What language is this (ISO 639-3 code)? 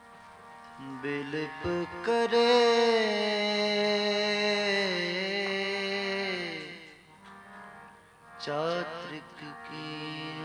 pan